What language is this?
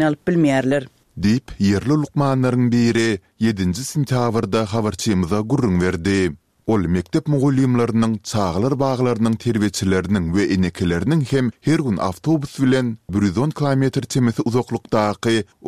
Turkmen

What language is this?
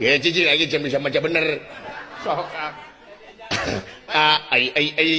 Sundanese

